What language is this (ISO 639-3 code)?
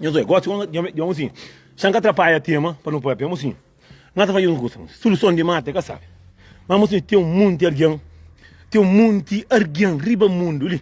kea